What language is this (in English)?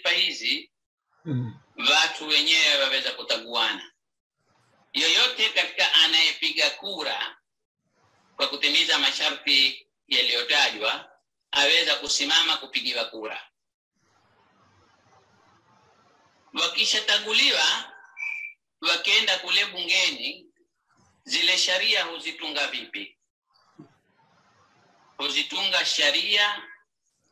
Swahili